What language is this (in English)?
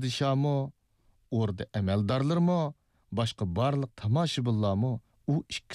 Uyghur